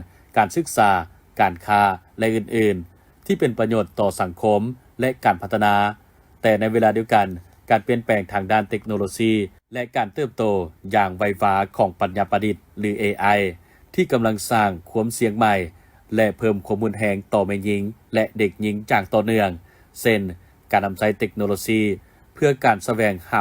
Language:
Lao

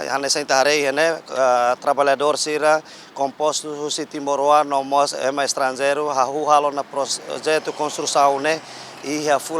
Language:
Tetum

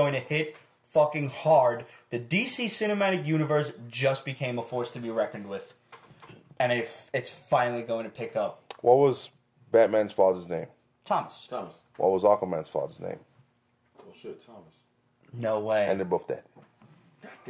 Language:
English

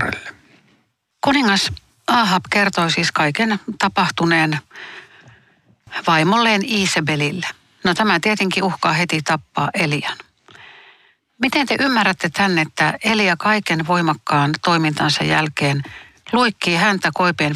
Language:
Finnish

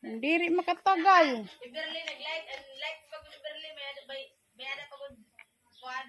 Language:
Waray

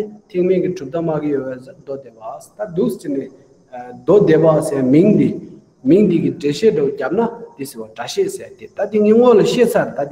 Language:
Tibetan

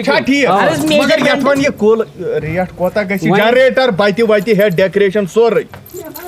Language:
Kashmiri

